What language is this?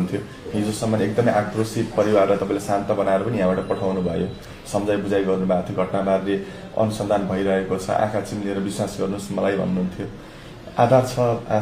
Nepali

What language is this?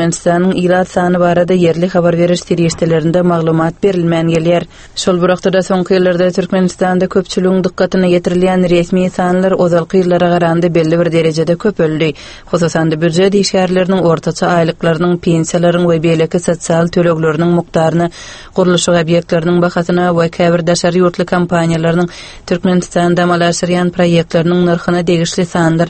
Turkmen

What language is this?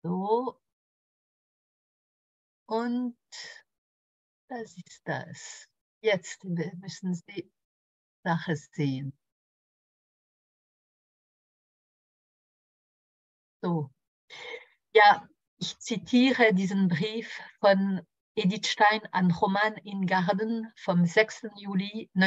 German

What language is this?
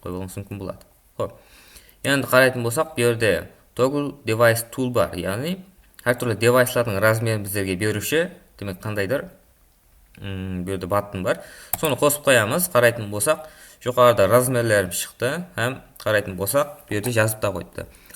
Kara-Kalpak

